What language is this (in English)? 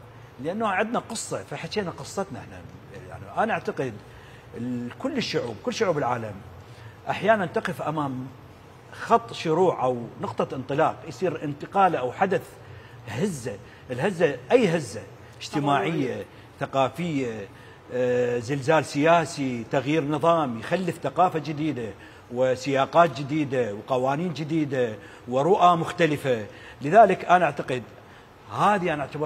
Mesopotamian Arabic